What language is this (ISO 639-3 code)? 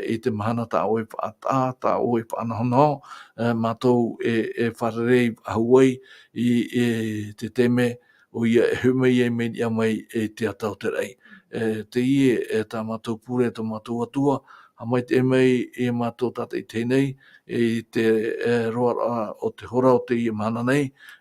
tah